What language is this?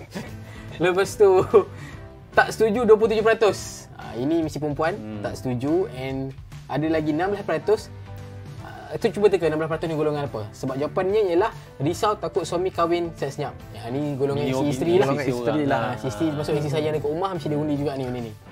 Malay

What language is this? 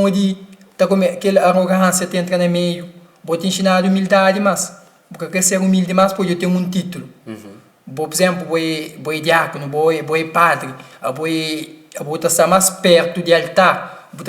Kabuverdianu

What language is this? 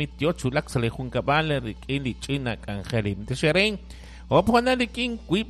Kekchí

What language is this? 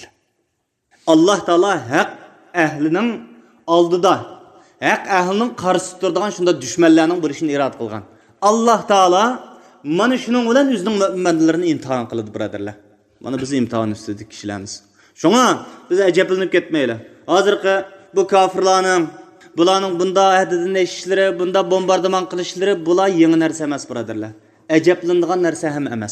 Uyghur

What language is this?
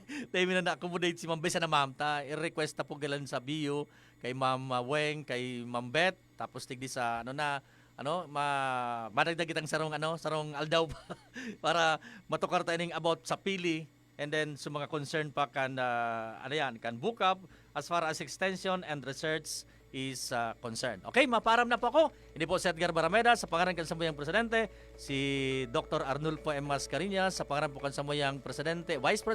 Bikol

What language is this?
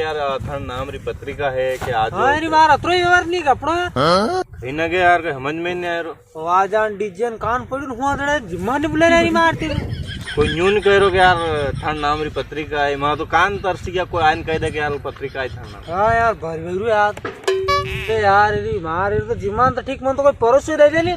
Rajasthani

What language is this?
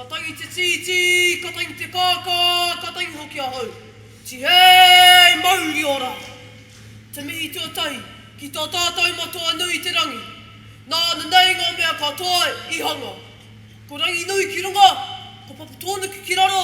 Māori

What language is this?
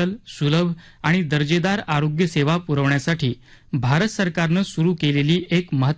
Marathi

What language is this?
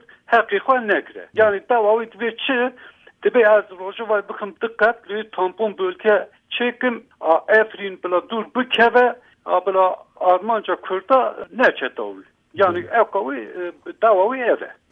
Kurdish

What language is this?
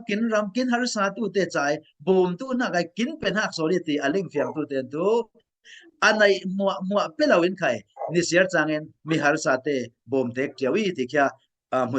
Falam Chin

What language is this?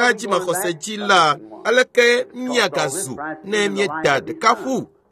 Ewe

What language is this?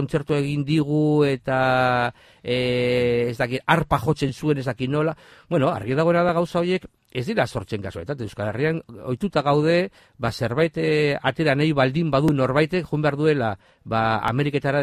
Basque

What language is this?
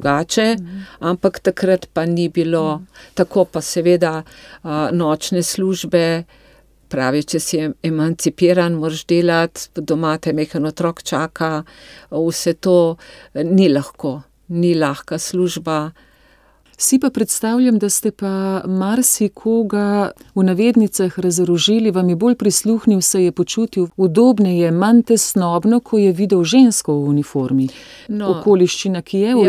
Slovenian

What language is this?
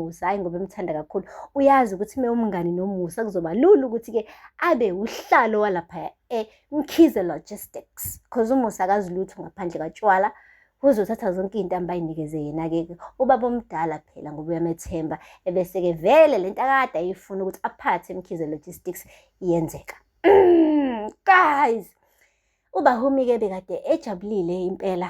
Zulu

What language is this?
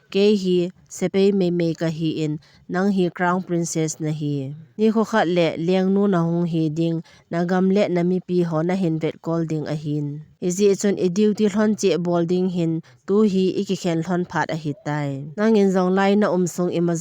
Thado Chin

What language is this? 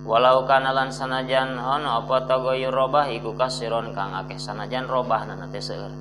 Sundanese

